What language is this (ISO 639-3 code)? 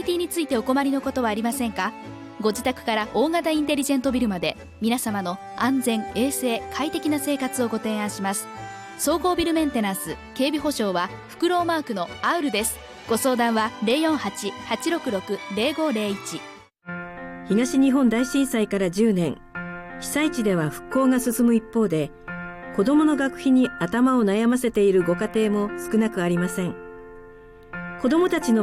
jpn